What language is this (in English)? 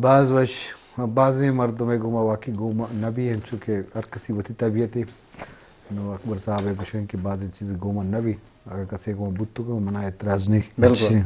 Eastern Balochi